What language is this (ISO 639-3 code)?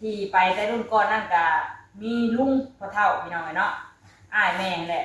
tts